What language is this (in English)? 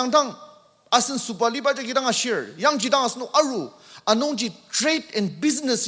Ao Naga